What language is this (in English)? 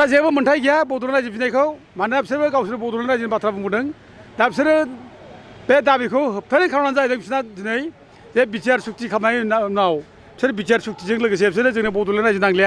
Bodo